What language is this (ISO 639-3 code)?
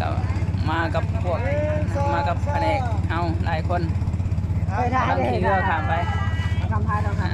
lao